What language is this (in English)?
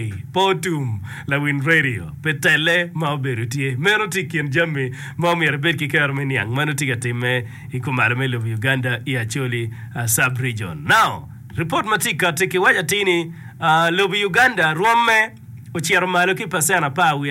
Acoli